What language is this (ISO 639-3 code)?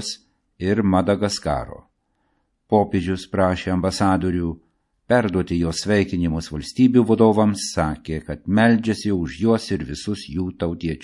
lit